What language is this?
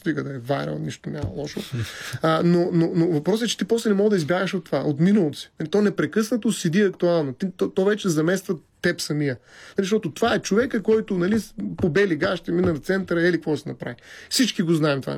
Bulgarian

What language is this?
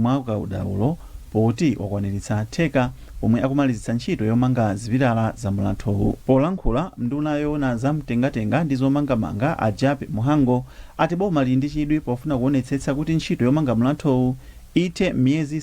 Nyanja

